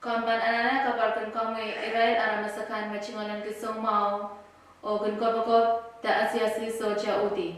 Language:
Pohnpeian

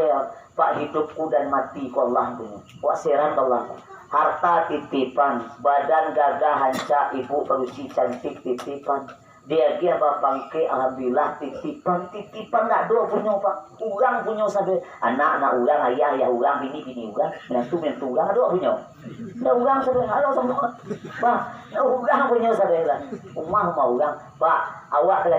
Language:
Minangkabau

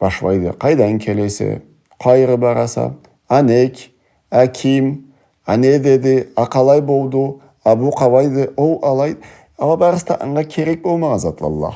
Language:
Karachay-Balkar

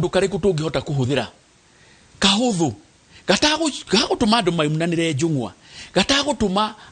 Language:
Kikuyu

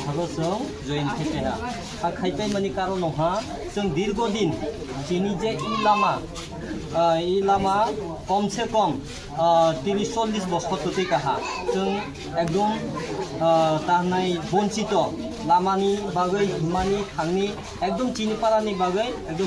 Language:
Kok Borok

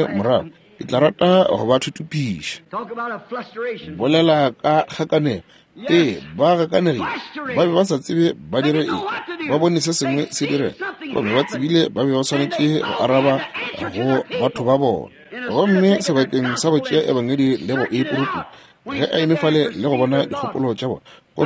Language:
Northern Sotho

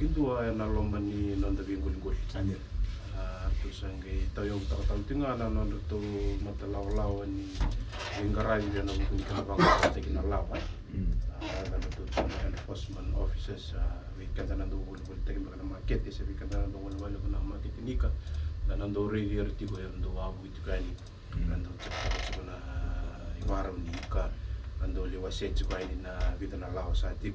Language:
Fijian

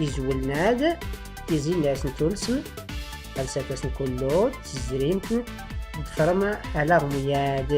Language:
Tachelhit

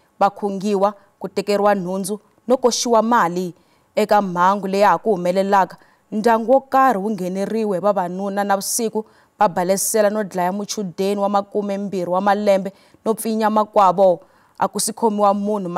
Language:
Tsonga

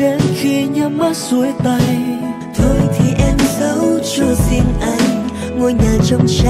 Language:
Vietnamese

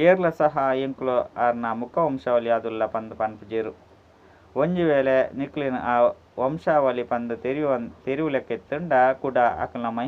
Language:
Tulu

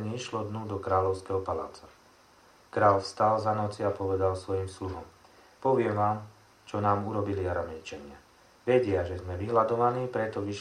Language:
Slovak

